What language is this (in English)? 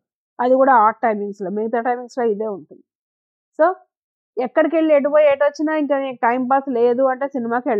Telugu